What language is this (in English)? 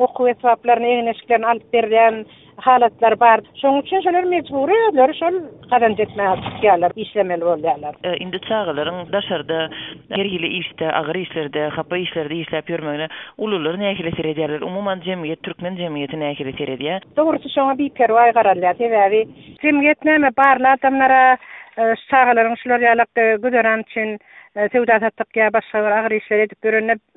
Turkmen